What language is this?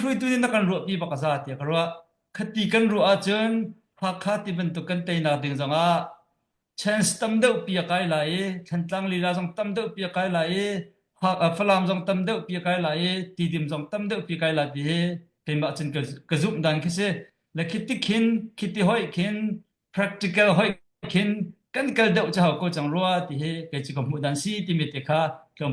Hakha Chin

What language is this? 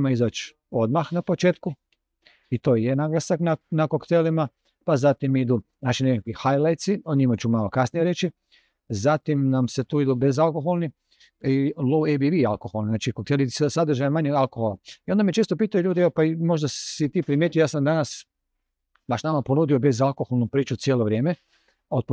Croatian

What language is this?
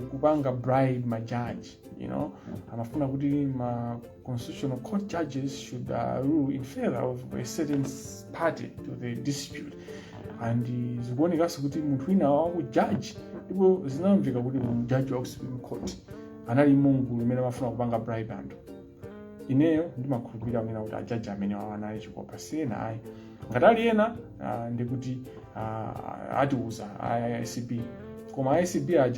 Nyanja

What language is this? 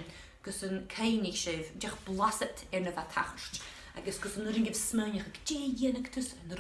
Scottish Gaelic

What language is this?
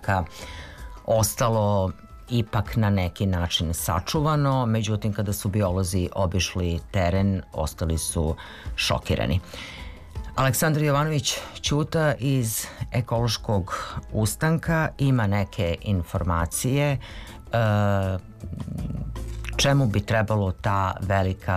Serbian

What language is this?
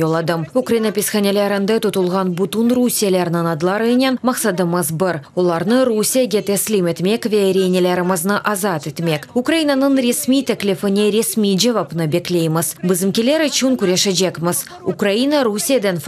Crimean Tatar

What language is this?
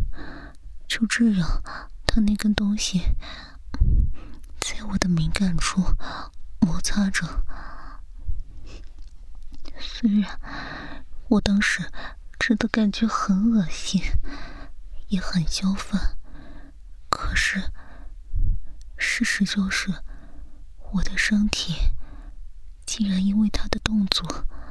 Chinese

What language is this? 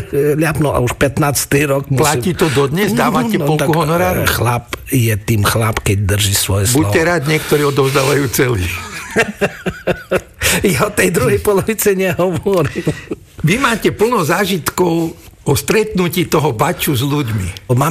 Slovak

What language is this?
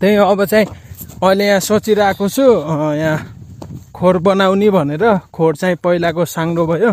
Nepali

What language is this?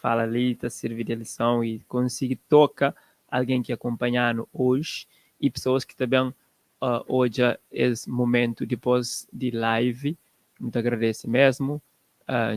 Kabuverdianu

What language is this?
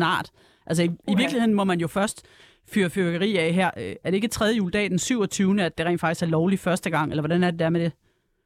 Danish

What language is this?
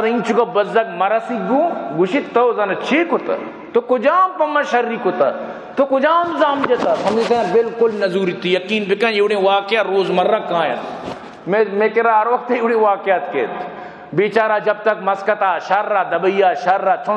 Baluchi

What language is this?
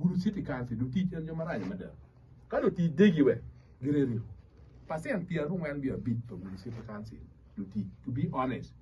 Acoli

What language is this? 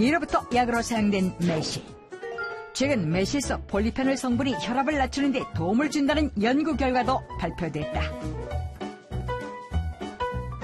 Korean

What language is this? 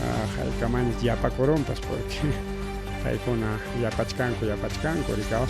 Ayacucho Quechua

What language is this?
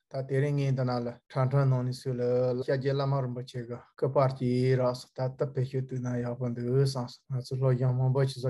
Tibetan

